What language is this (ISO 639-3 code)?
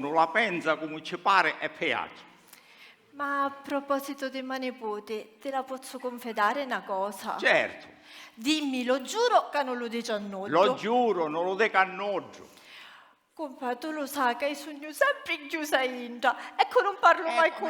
scn